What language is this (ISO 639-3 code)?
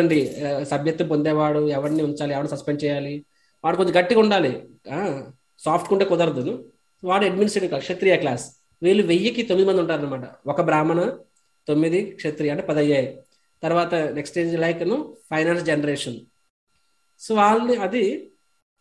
tel